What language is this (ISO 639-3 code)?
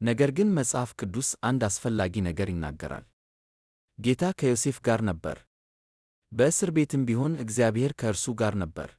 amh